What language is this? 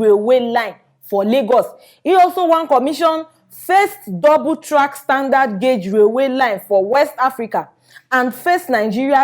Nigerian Pidgin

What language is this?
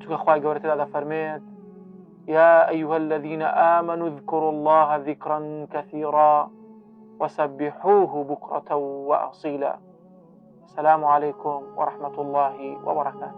Central Kurdish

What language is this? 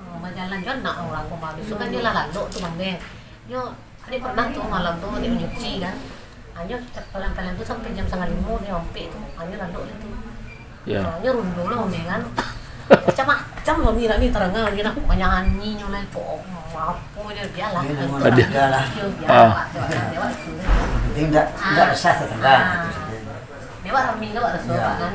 Minangkabau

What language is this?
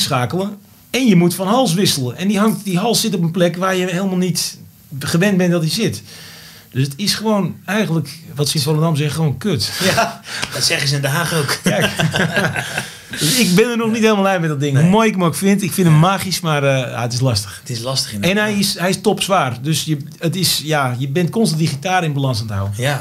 Dutch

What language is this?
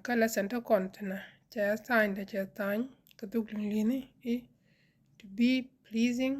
Nuer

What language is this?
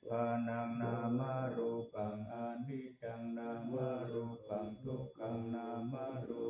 Pali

